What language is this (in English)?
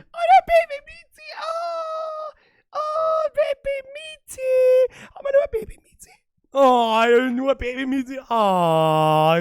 Bavarian